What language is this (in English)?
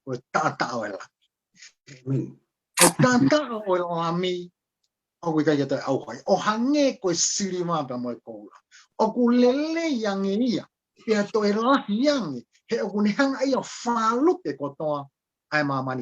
Tongan